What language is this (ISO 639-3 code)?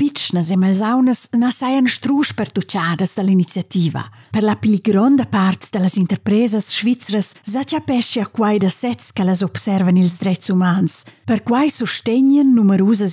roh